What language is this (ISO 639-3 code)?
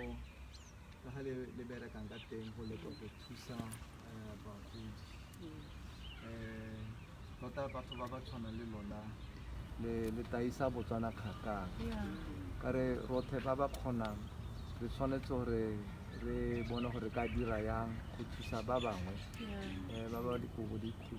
tsn